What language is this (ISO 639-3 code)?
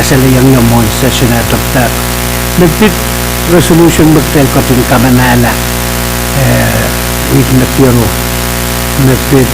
pon